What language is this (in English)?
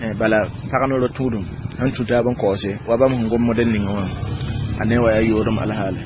Mossi